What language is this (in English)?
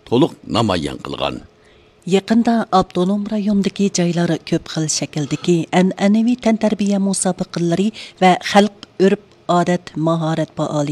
Uyghur